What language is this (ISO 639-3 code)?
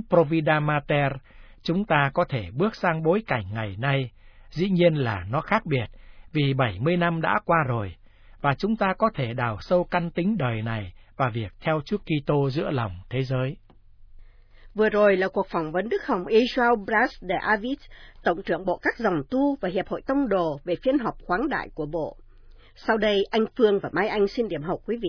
vie